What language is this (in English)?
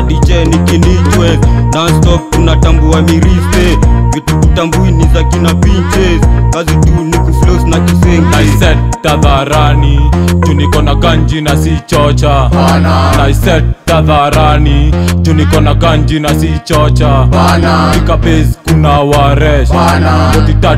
Swahili